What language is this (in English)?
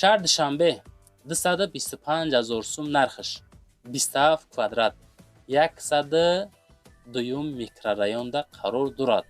Tajik